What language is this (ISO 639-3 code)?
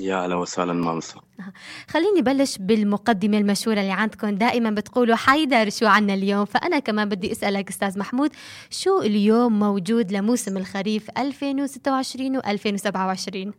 apc